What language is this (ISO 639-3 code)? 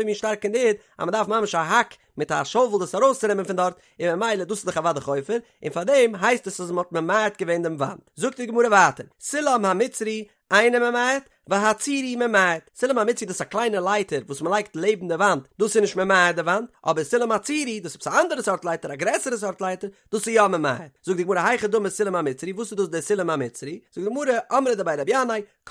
yid